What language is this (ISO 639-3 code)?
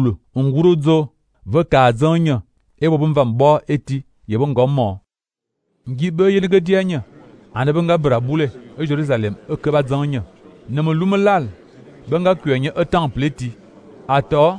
fan